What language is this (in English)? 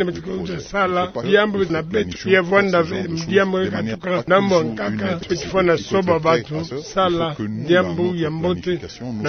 Kituba (Democratic Republic of Congo)